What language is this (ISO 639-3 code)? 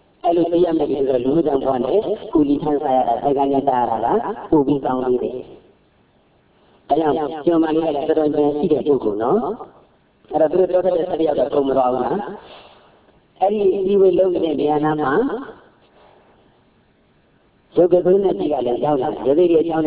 mya